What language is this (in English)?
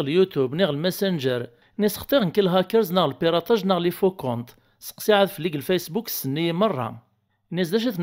Kabyle